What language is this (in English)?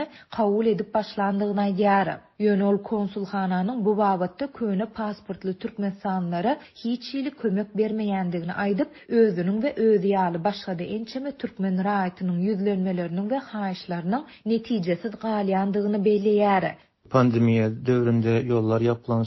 Turkmen